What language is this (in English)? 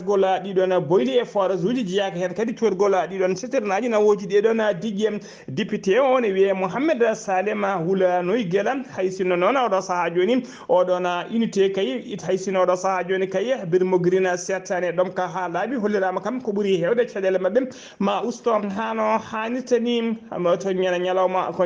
Fula